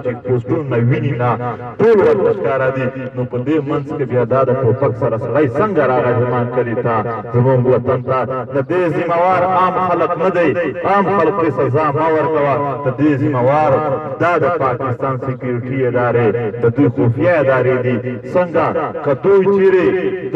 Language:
Pashto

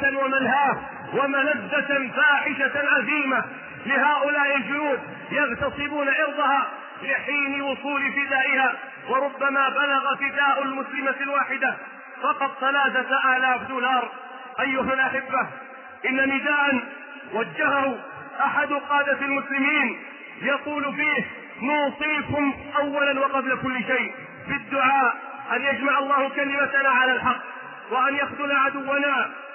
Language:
Arabic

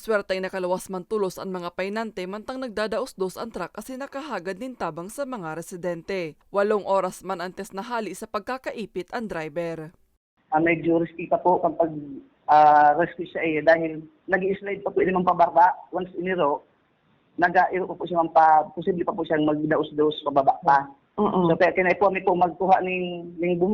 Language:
Bikol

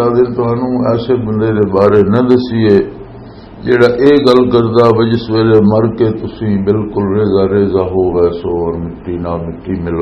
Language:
Western Panjabi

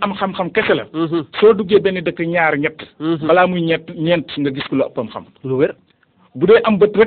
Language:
Wolof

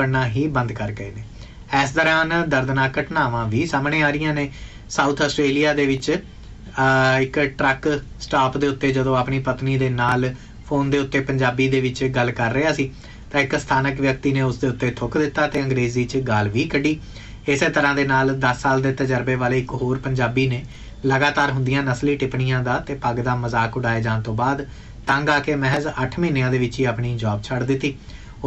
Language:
Punjabi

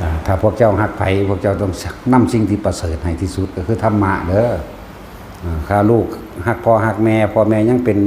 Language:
Northeastern Thai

